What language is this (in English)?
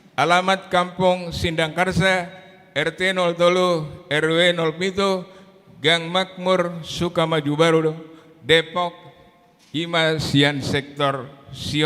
Batak Toba